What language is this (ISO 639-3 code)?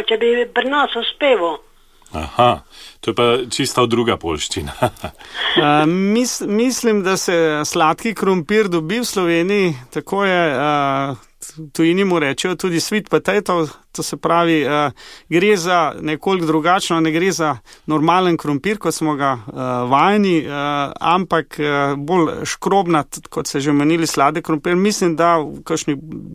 slv